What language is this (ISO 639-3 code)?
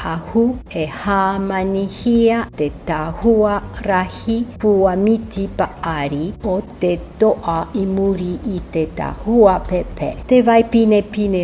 tah